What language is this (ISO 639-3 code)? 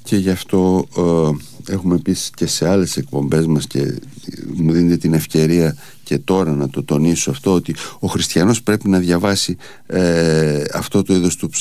ell